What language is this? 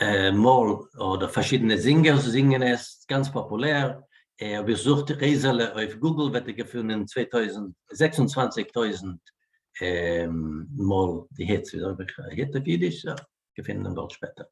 Yiddish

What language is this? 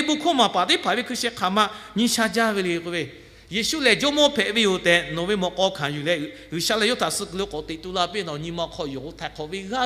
Lahu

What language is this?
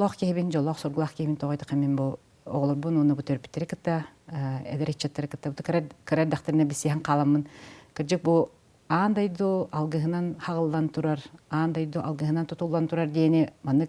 Yakut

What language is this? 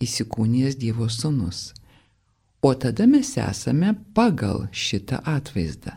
Lithuanian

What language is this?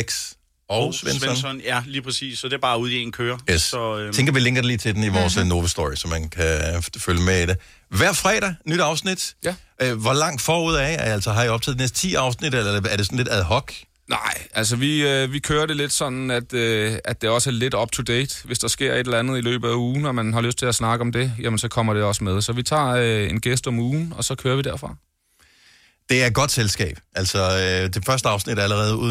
Danish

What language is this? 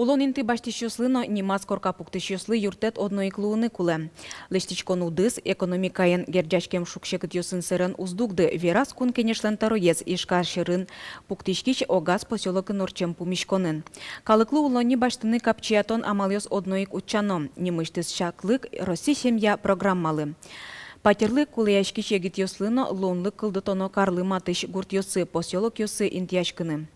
Udmurt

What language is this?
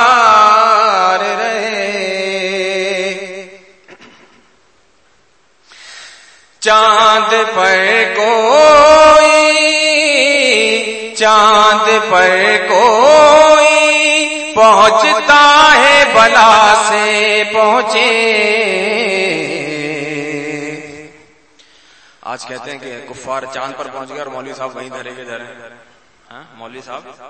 Urdu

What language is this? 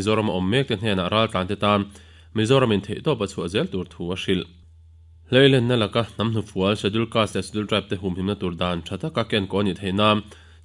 Mizo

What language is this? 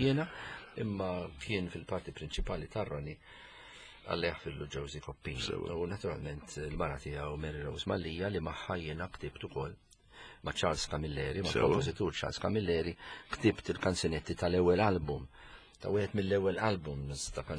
Maltese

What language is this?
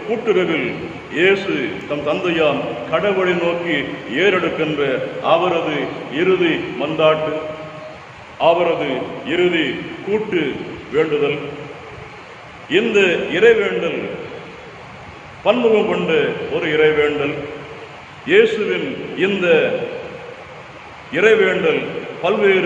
Tamil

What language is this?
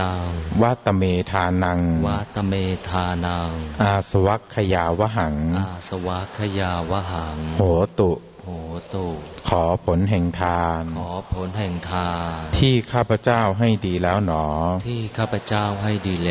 Thai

